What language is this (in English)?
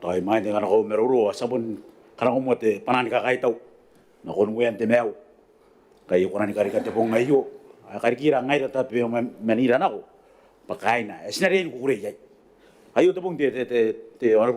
Gilbertese